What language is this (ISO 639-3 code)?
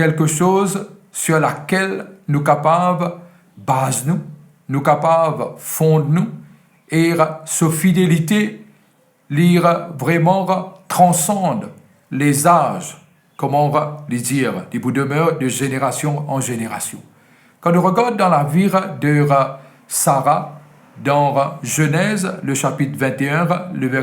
mfe